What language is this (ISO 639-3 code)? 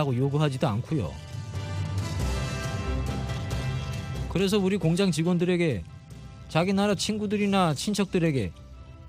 kor